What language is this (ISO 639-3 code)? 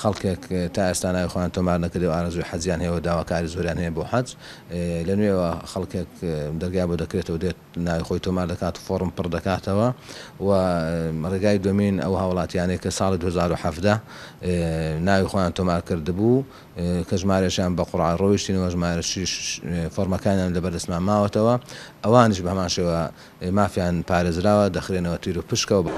ckb